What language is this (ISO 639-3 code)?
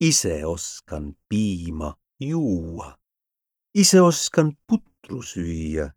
est